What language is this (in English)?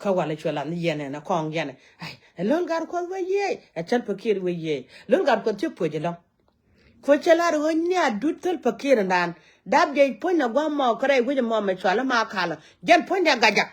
Nuer